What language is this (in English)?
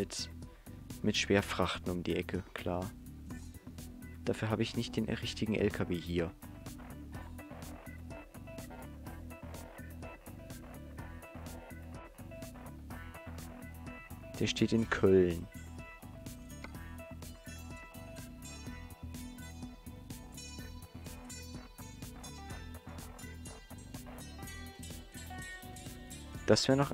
German